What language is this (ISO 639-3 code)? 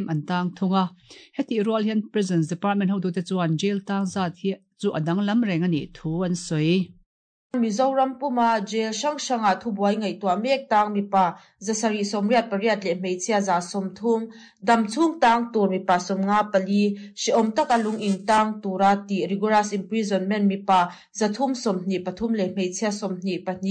lus